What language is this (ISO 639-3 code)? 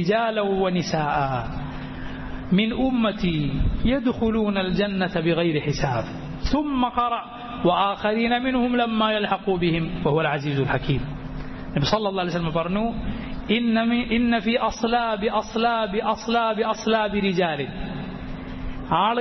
mal